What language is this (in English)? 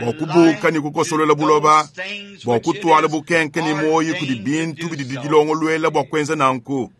Luba-Lulua